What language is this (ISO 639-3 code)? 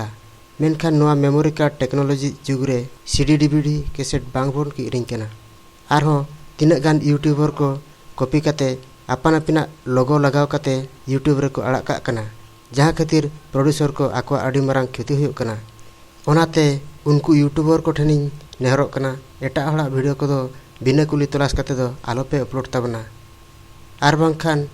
sat